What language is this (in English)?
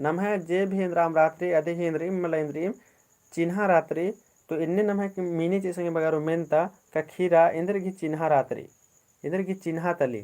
Kurukh